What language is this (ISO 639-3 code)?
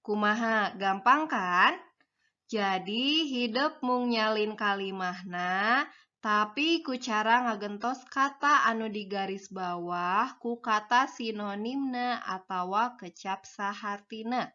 sun